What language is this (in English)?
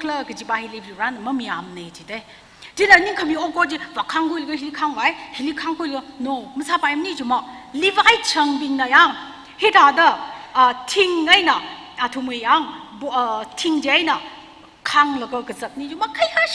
Tangkhul Naga (India)